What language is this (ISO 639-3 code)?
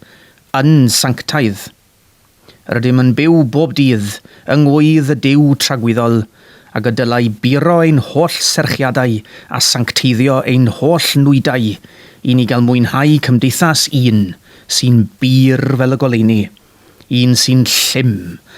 cym